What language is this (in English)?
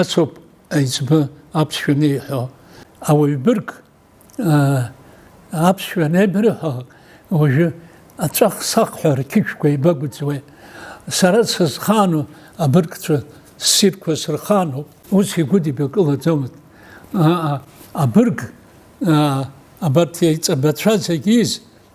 Abkhazian